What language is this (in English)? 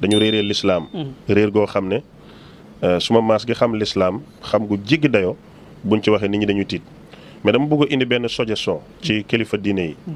Wolof